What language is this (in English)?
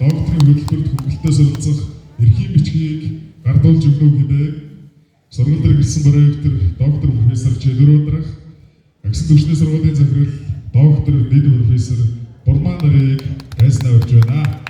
Mongolian